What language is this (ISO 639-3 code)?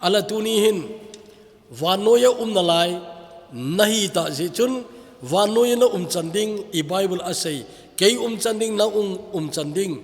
tcz